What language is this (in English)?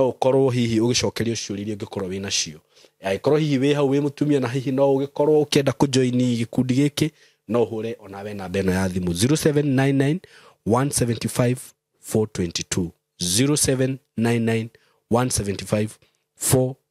Kikuyu